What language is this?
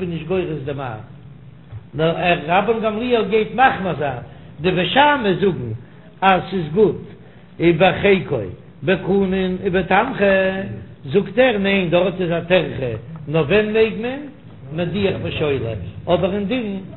Yiddish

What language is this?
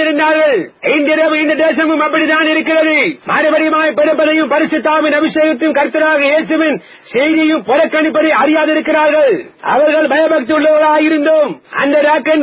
Tamil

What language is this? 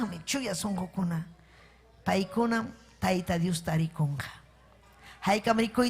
Ayacucho Quechua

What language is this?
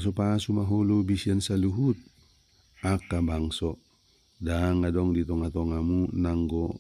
Batak Toba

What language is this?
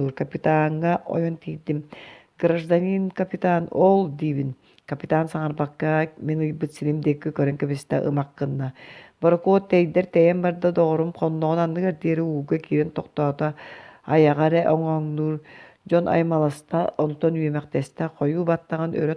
Yakut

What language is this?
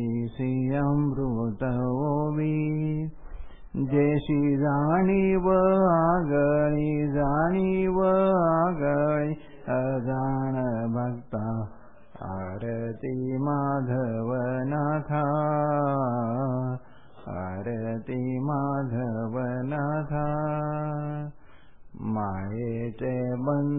Marathi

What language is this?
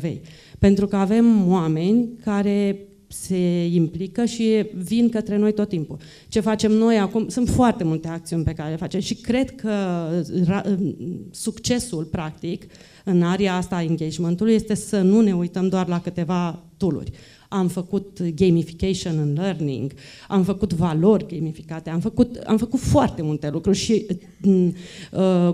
Romanian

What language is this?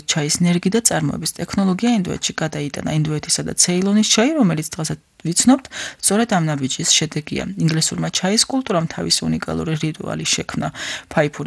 Georgian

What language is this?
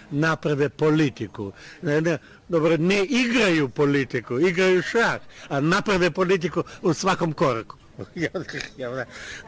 Serbian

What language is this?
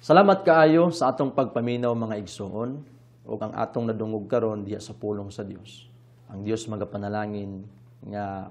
Cebuano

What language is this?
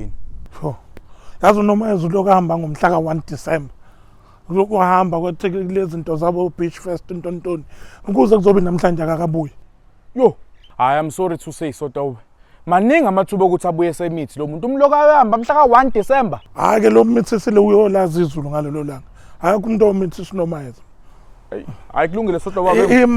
Zulu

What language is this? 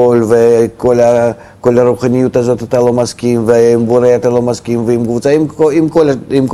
Hebrew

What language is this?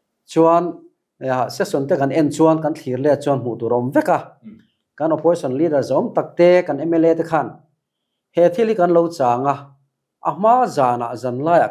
Mizo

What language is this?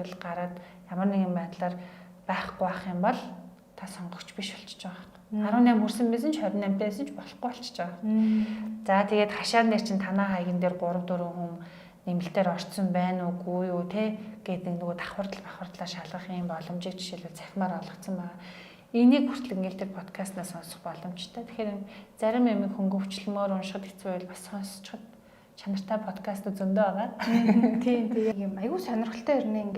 Mongolian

